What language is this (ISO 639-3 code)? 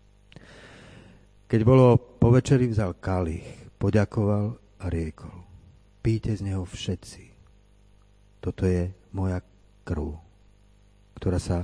slk